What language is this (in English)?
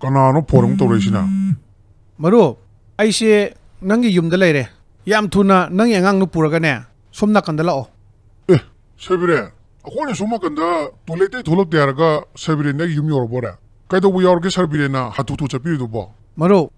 Manipuri